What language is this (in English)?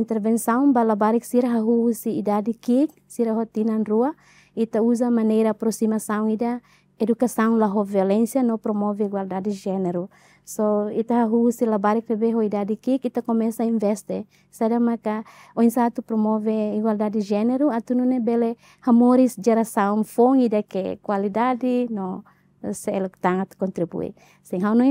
Tetum